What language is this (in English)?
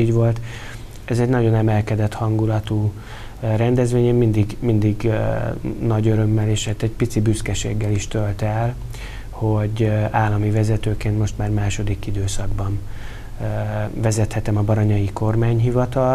Hungarian